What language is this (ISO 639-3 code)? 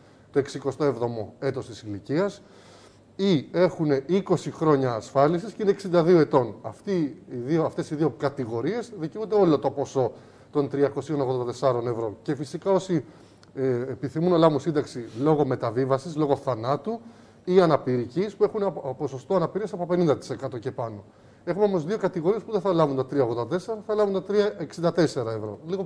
ell